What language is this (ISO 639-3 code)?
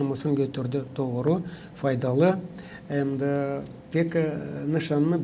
gag